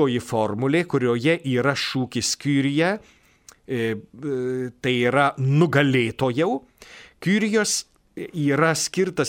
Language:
Lithuanian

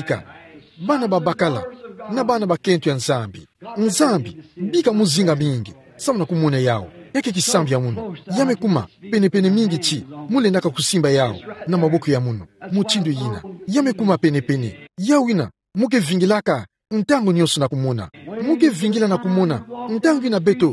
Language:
Kituba (Democratic Republic of Congo)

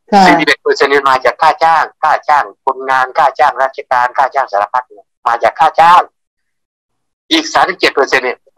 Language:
Thai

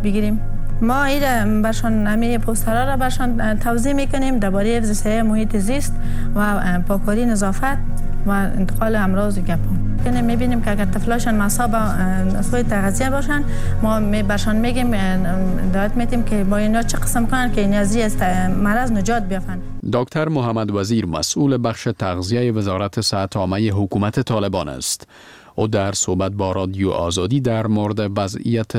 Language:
Persian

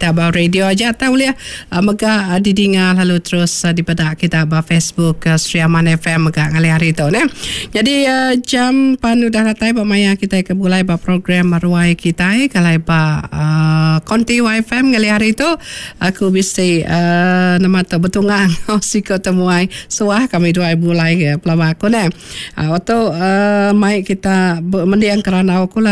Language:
Iban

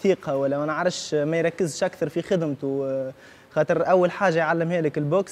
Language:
Tunisian Arabic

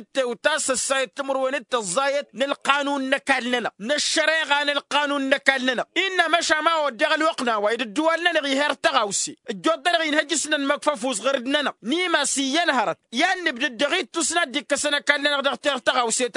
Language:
Tamasheq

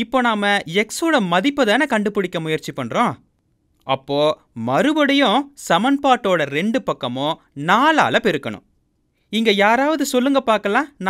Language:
Tamil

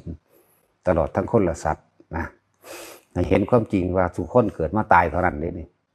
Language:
Northeastern Thai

